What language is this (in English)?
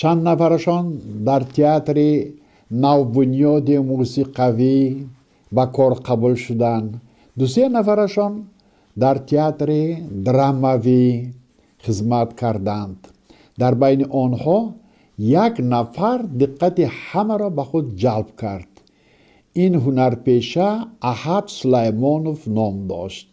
Tajik